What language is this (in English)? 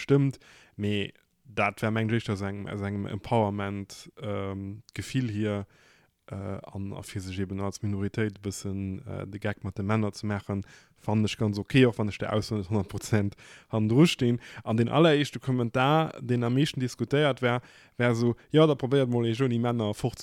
Luxembourgish